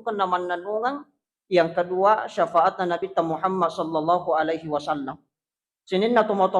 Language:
Buginese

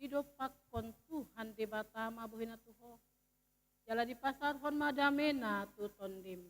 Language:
Batak Toba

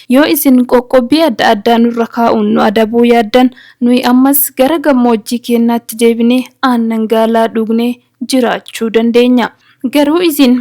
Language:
Oromo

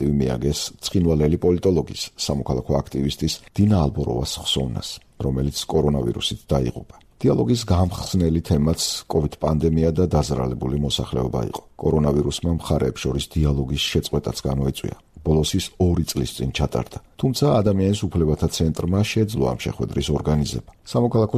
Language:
Georgian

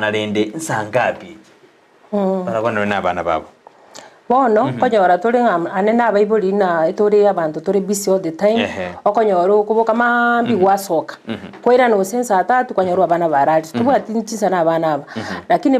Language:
Gusii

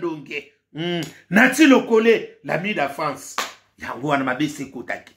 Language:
Lingala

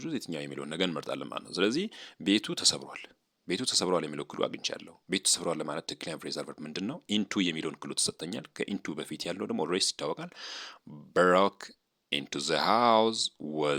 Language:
Amharic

